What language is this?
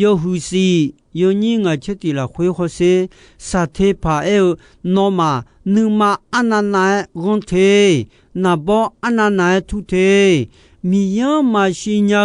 Akha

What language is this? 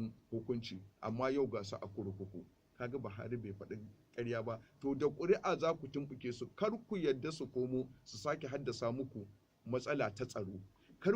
Hausa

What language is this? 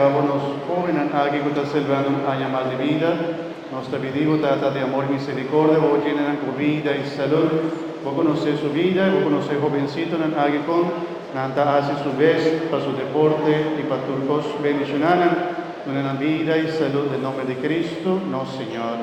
Papiamento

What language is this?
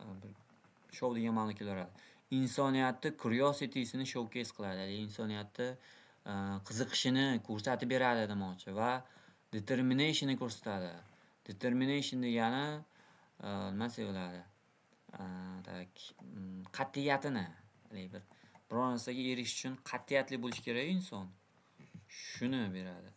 Uzbek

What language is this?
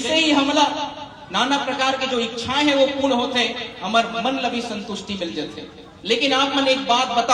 Chhattisgarhi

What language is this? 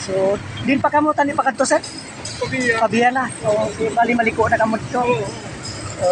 Hiligaynon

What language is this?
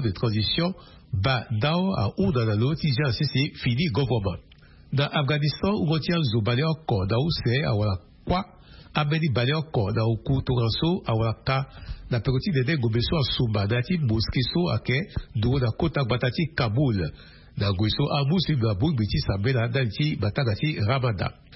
Sango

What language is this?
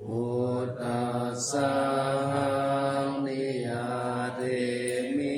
Pali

